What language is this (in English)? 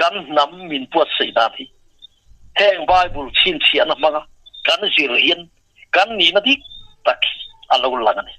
Mizo